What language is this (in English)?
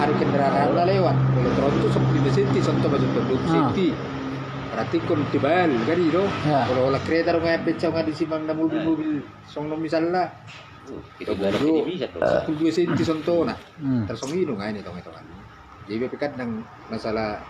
Batak Toba